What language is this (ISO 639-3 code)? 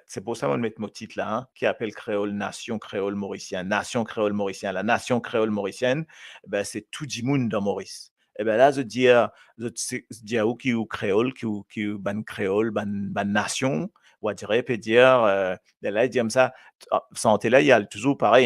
mfe